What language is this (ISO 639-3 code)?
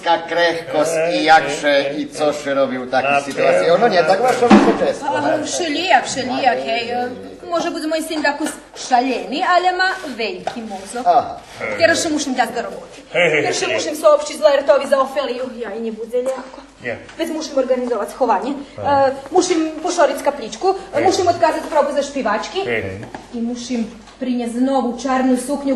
rue